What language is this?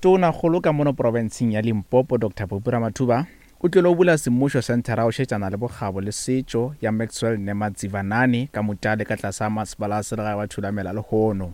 Northern Sotho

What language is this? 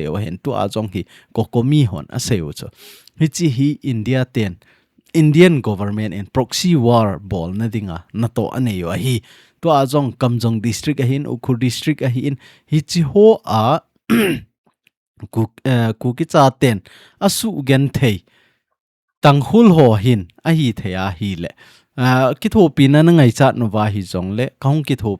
Thado Chin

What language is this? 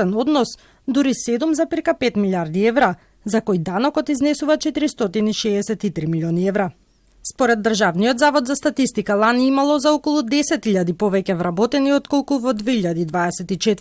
Macedonian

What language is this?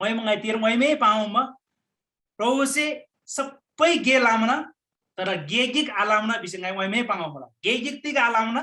Eastern Tamang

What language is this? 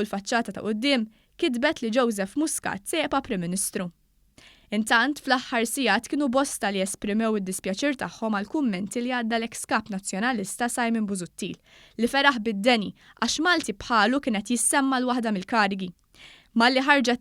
Maltese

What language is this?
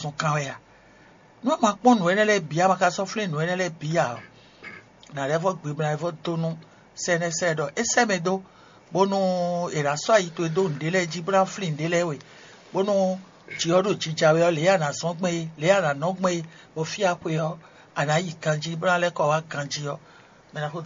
Fon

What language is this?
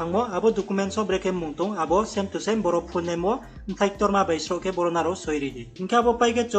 Riang (India)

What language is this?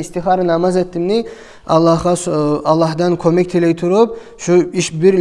Kumyk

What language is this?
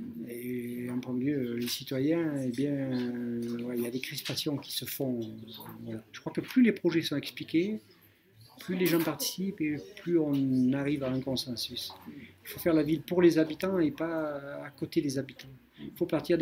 French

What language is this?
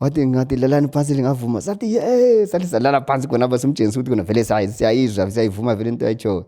North Ndebele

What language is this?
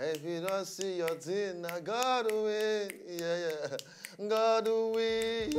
Nigerian Pidgin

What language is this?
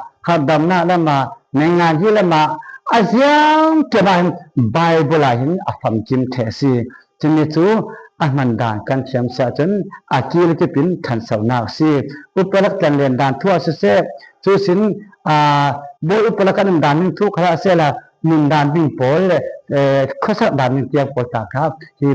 Falam Chin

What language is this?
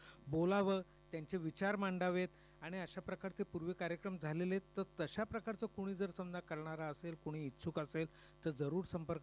Marathi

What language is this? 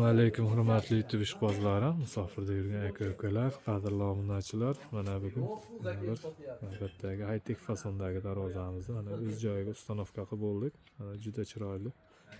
Uzbek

